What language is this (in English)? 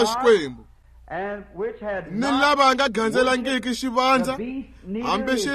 Tsonga